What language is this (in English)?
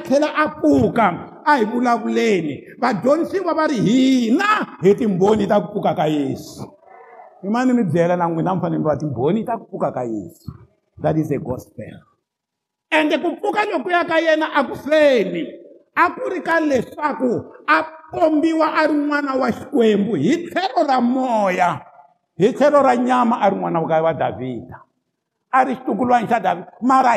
Tsonga